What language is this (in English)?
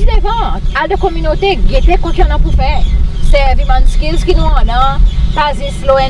Seselwa Creole French